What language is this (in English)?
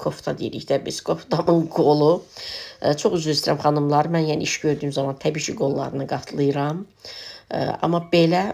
Azerbaijani